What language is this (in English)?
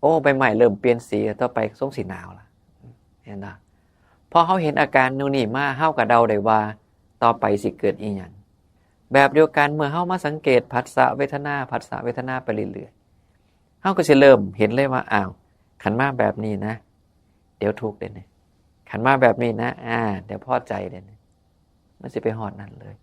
Northeastern Thai